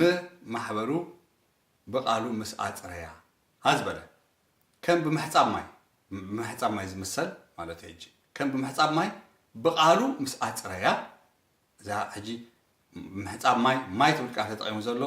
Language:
Tigrinya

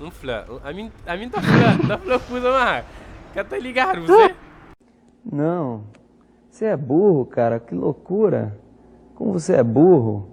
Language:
Kabuverdianu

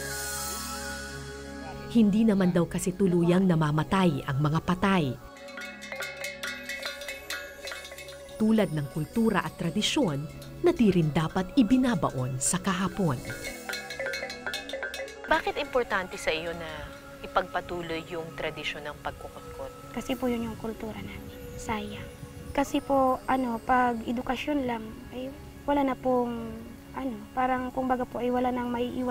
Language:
Filipino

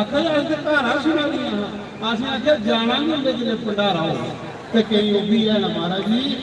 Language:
Dogri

